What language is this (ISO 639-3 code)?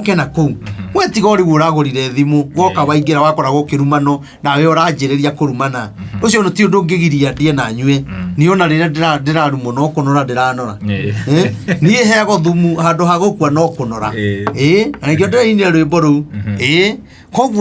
kik